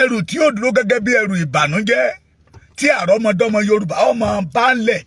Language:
Yoruba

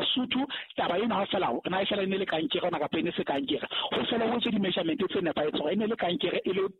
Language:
Southern Sotho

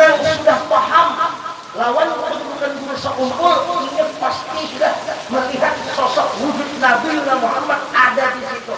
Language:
Banjar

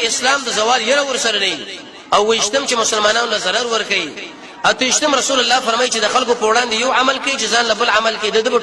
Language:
Pashto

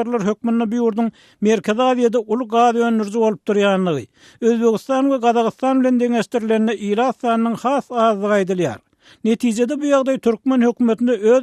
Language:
Turkmen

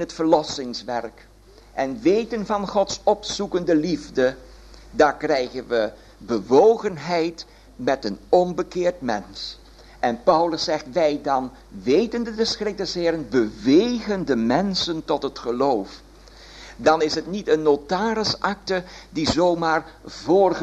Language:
Dutch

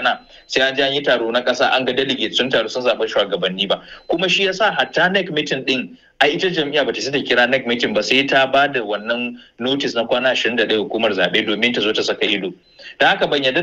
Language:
Hausa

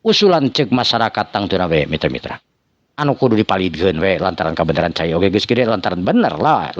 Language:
Sundanese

